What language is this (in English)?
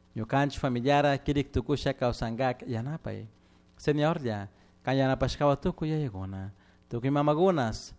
Chimborazo Highland Quichua